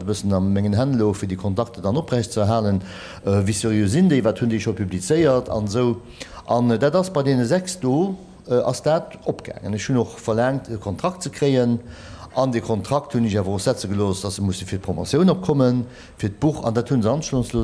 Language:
Luxembourgish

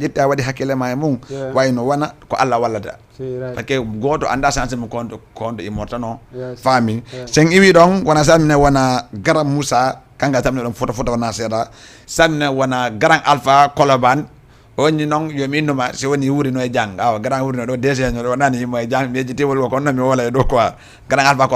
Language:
Fula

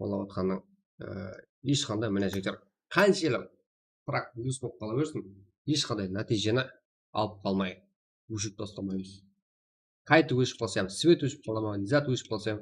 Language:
Kara-Kalpak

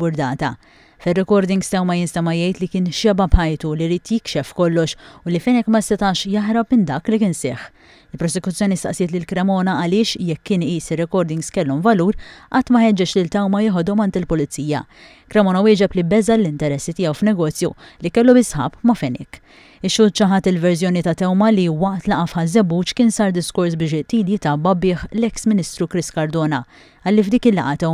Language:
Maltese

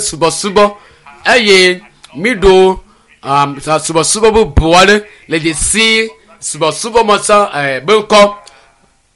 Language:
Ewe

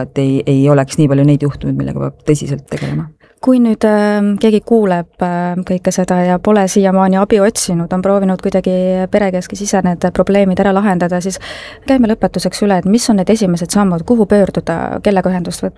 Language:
Estonian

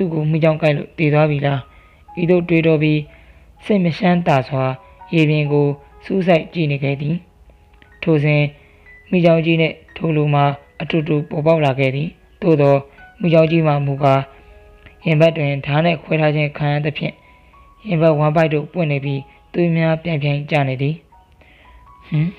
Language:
Burmese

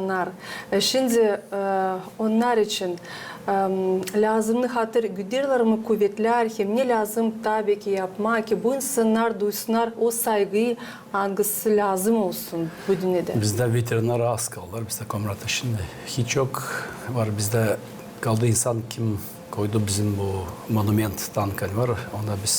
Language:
Gagauz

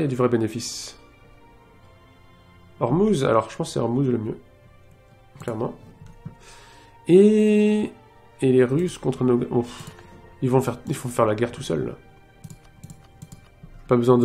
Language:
French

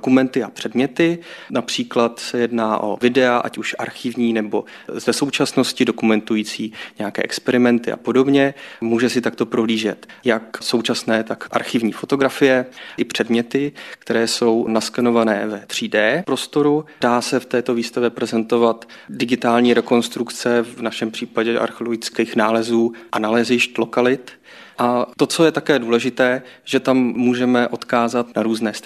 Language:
Czech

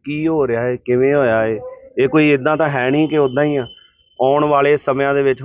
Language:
Punjabi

